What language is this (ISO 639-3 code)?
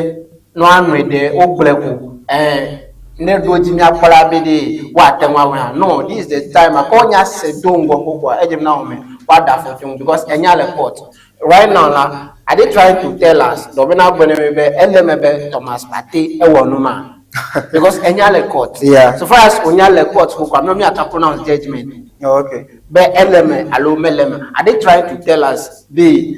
ewe